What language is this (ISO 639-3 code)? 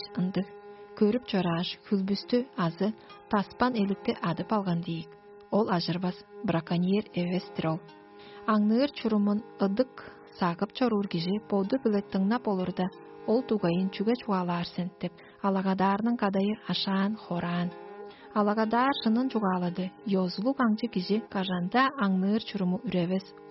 tyv